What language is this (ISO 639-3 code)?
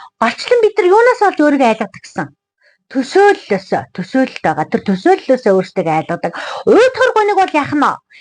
mon